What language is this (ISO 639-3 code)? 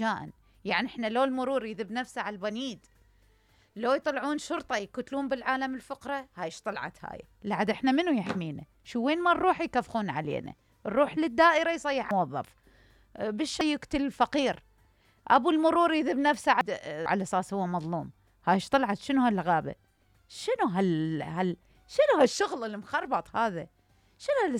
acm